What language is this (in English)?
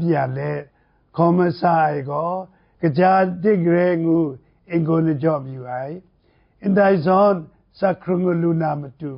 Kachin